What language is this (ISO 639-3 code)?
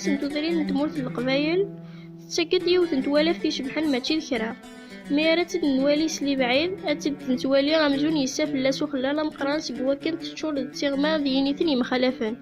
kab